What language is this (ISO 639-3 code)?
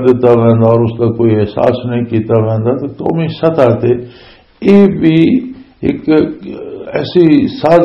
lah